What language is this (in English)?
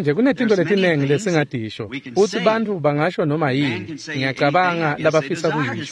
Swati